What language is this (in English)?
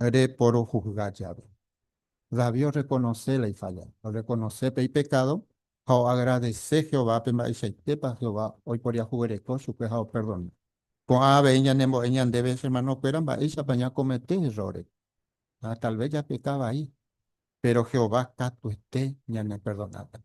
Guarani